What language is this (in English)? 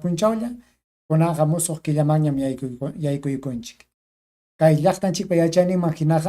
Ayacucho Quechua